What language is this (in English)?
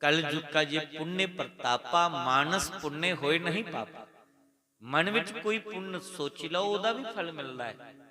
Dogri